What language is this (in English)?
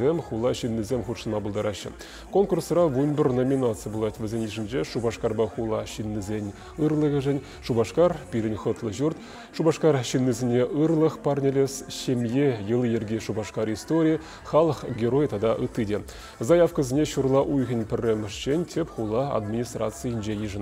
Chuvash